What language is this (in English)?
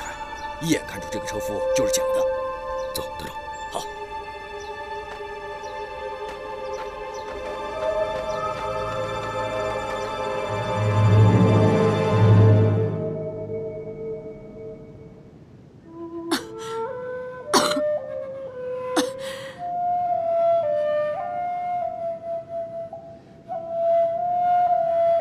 Chinese